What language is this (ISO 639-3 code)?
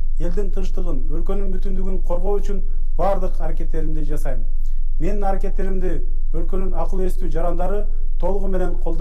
kir